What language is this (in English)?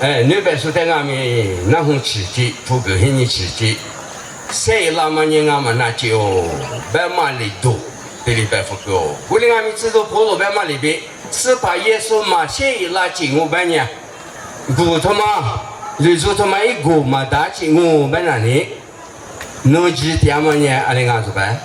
Lisu